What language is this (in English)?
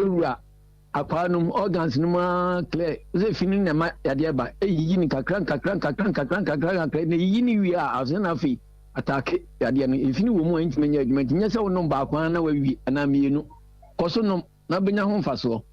Akan